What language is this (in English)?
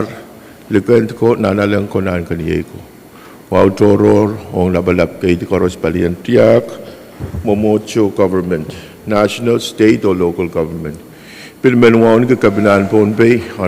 Pohnpeian